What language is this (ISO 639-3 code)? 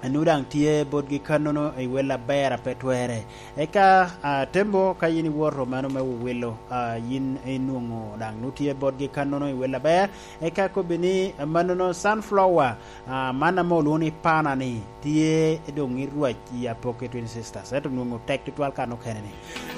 laj